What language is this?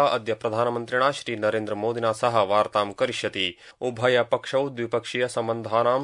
Sanskrit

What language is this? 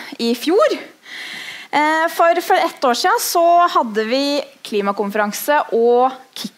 Norwegian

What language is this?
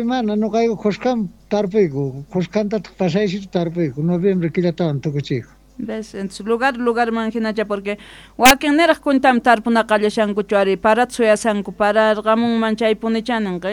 South Bolivian Quechua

